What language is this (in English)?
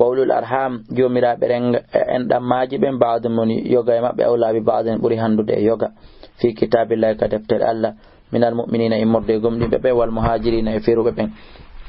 Fula